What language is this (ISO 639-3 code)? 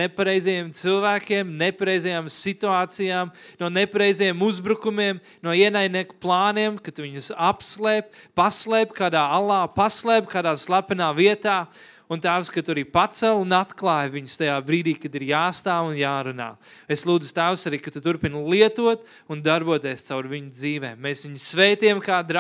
lav